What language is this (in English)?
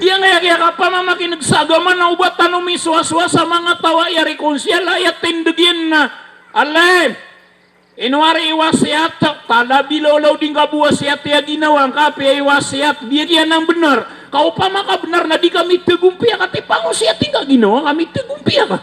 Maranao